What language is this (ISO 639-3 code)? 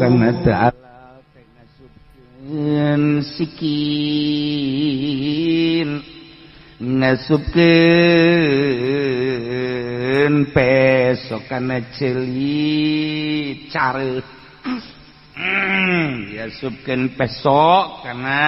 sun